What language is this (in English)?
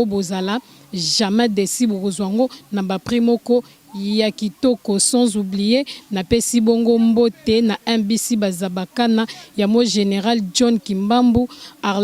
Lingala